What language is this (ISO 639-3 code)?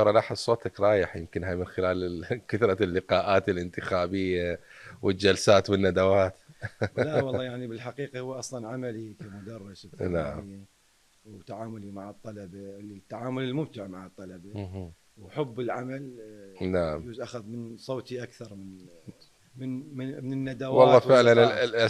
acm